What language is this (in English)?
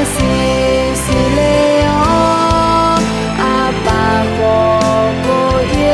Akha